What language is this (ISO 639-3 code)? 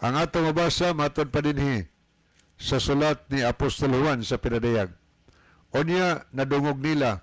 ceb